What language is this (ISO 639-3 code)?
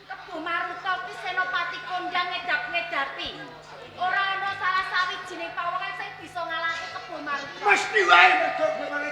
jav